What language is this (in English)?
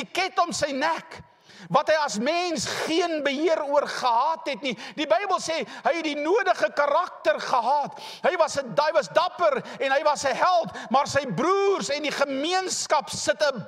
Afrikaans